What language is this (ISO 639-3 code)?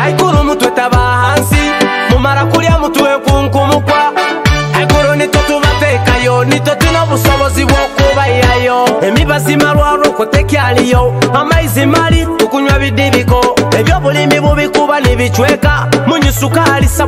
nyo